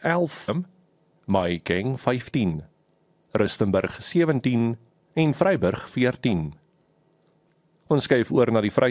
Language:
Afrikaans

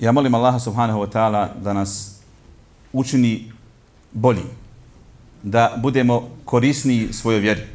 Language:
Bosnian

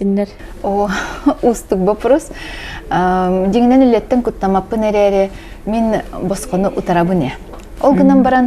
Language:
Yakut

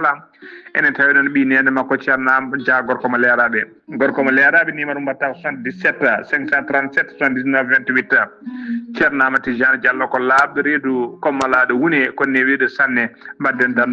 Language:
Fula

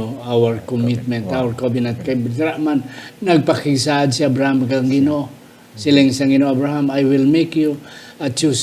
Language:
Hiligaynon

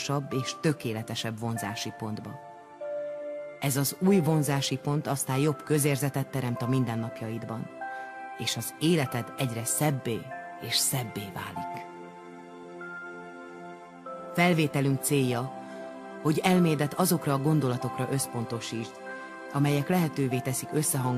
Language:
Hungarian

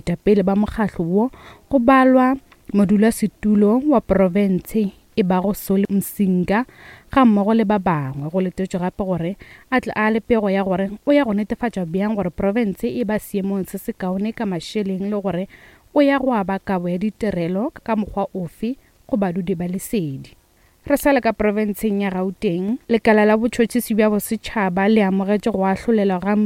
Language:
Northern Sotho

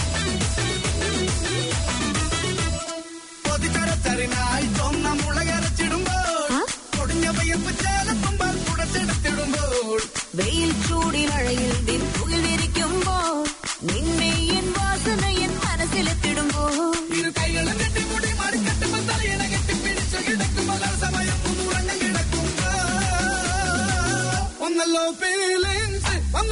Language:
Malayalam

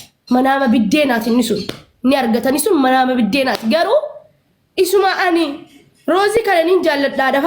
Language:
Oromo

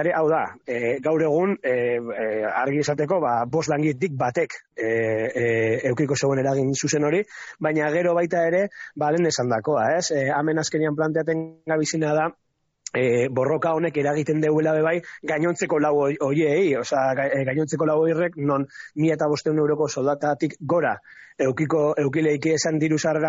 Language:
Basque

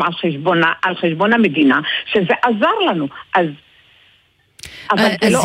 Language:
Hebrew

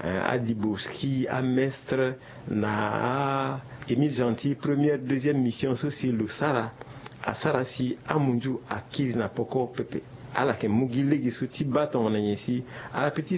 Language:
Sango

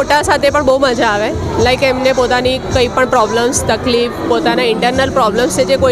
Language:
Gujarati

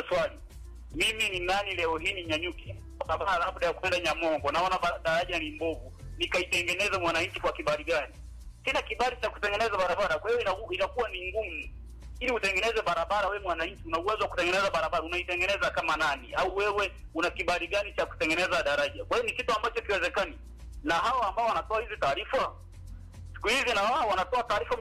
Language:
Swahili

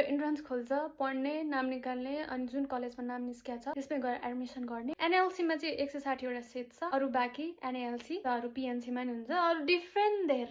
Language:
Nepali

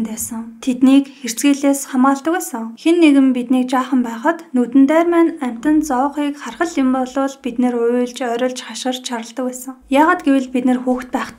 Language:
Mongolian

